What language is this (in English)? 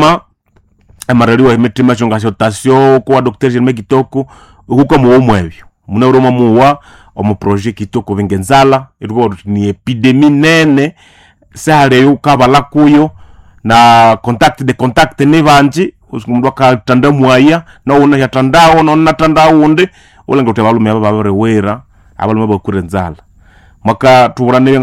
Nande